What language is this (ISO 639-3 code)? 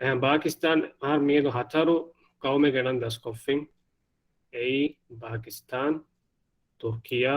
div